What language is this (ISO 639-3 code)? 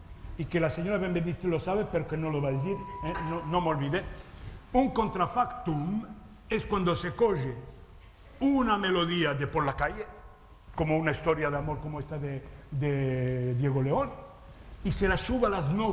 lad